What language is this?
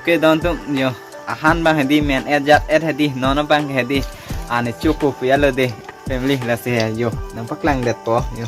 Karbi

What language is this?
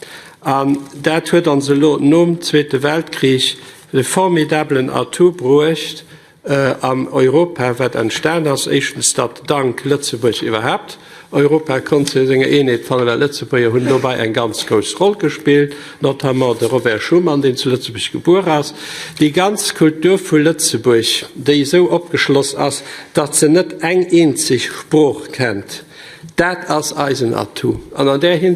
Luxembourgish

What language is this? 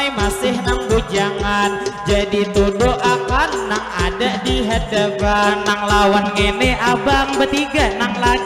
Banjar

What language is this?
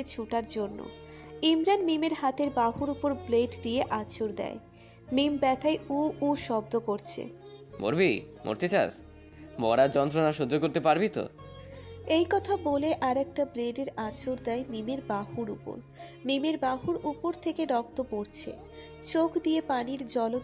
Bangla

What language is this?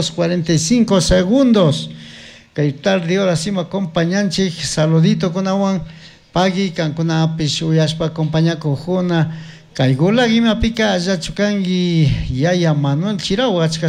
Chimborazo Highland Quichua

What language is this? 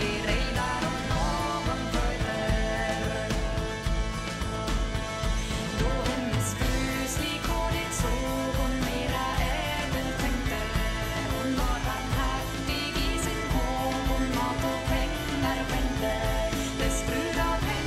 Swedish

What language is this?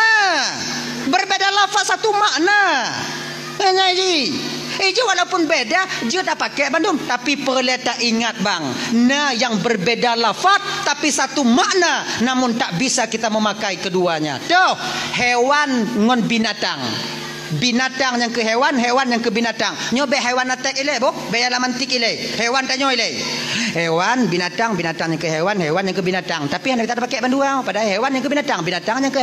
Achinese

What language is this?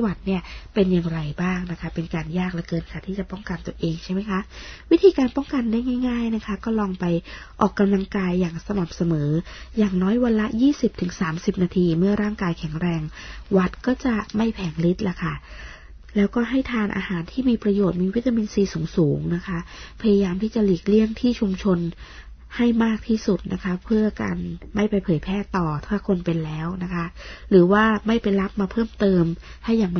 Thai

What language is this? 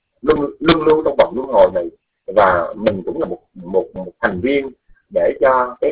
Vietnamese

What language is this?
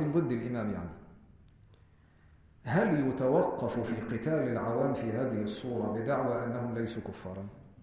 Arabic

